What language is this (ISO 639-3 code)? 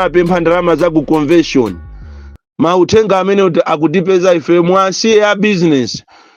nya